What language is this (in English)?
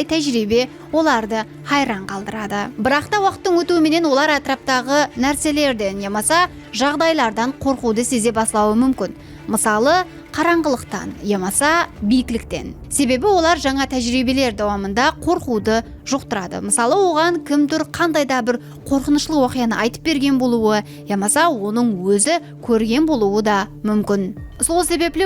Kara-Kalpak